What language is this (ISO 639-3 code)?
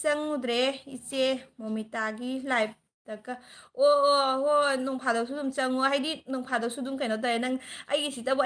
mni